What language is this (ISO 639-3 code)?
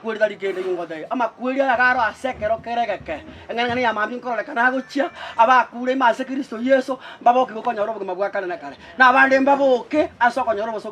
guz